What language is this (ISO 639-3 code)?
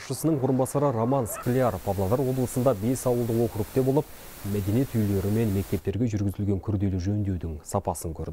kaz